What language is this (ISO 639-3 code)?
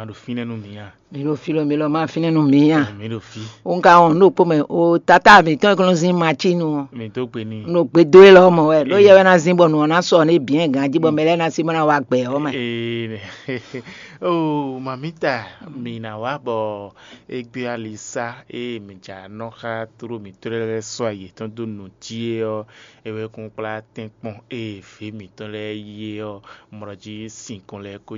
fon